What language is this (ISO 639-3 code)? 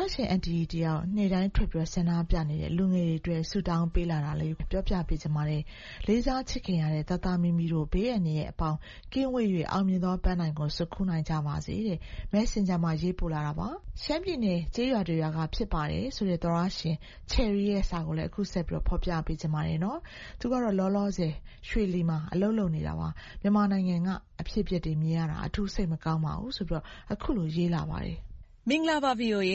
mya